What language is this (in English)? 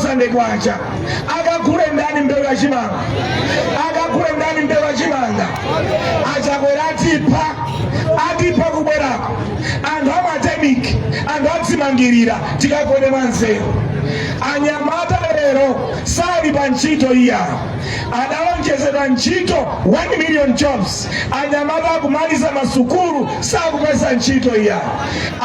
Nyanja